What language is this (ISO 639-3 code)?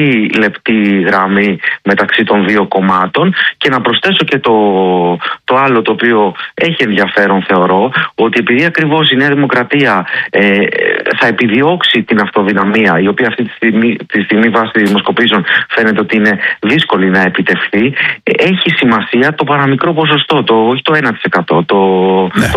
ell